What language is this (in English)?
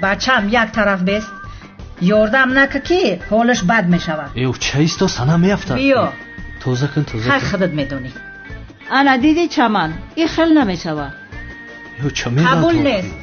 Tajik